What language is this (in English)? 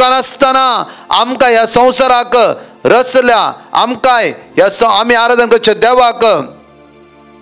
Konkani